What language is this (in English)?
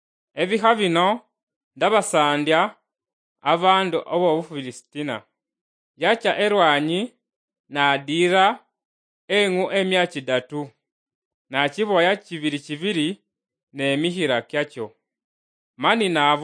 Luyia